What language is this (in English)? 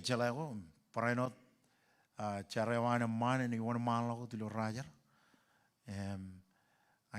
Marshallese